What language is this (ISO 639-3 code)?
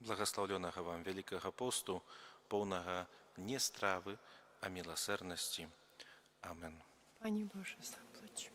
bel